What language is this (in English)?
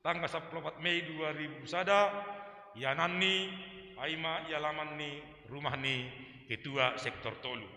Batak Simalungun